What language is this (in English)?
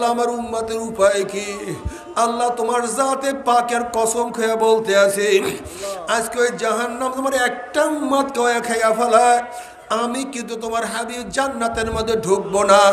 Bangla